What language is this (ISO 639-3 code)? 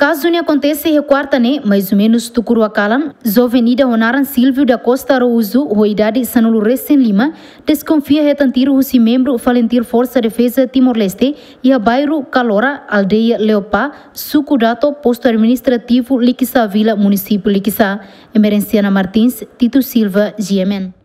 tet